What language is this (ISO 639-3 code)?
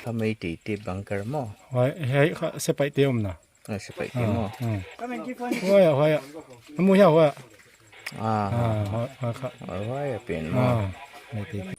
pck